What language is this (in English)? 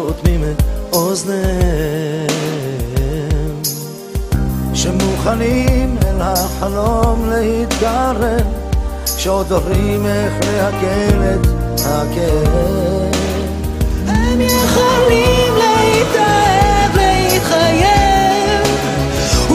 Hebrew